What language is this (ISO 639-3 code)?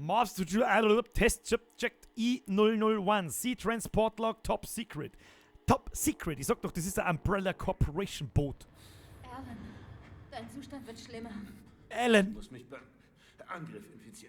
bar